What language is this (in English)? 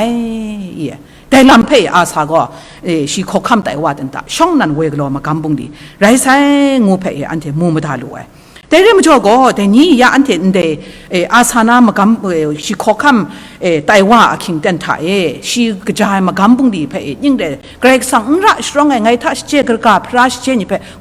Kachin